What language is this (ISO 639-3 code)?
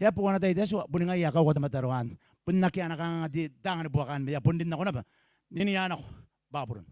gil